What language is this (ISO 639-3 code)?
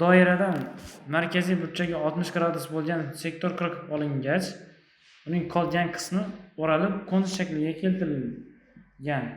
uzb